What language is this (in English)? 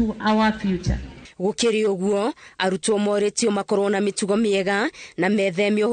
Kikuyu